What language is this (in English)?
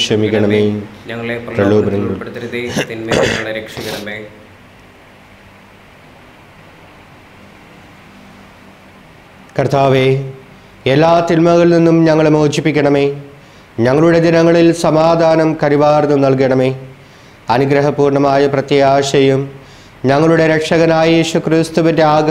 Malayalam